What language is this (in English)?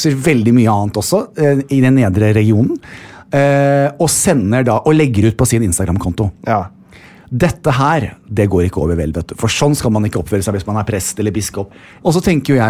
Norwegian